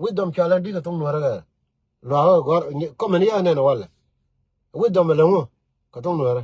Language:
Nuer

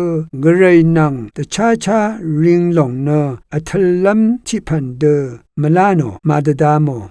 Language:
Rawang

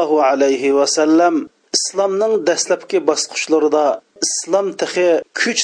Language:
Uyghur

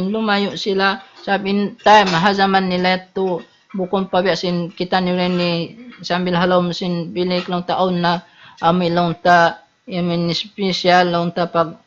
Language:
Tausug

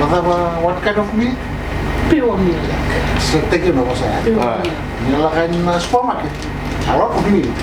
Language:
Fijian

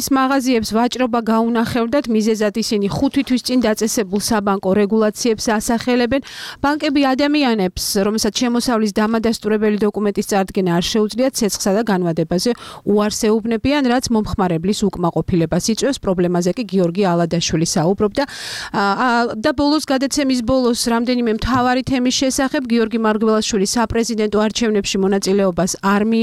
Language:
Georgian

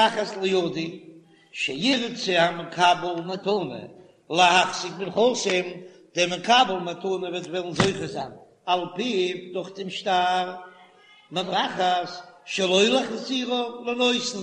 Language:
Yiddish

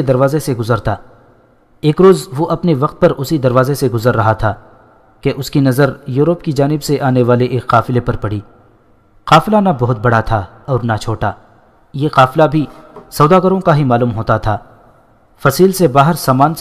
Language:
Urdu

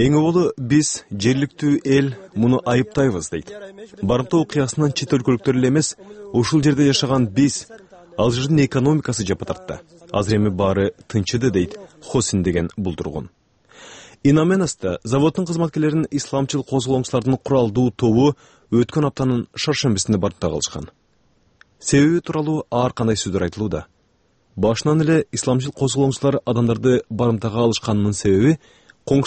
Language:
Kyrgyz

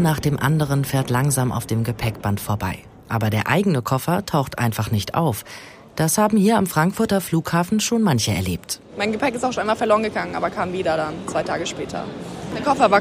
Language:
German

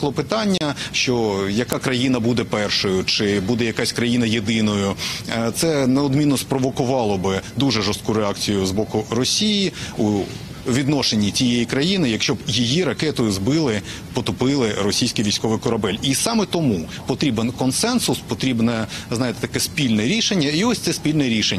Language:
Ukrainian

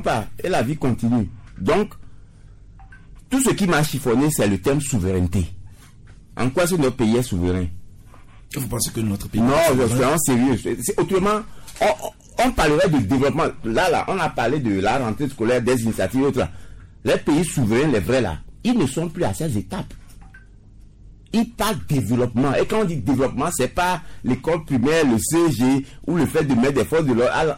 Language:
French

